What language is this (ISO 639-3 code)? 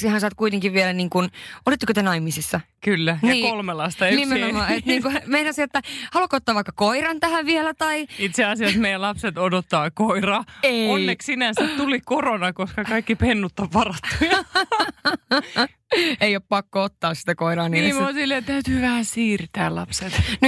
fin